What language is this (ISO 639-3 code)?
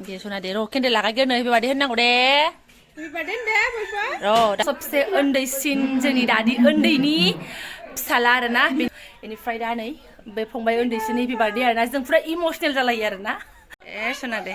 brx